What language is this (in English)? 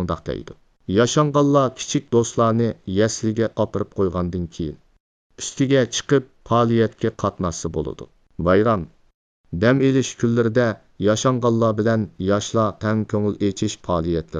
Uyghur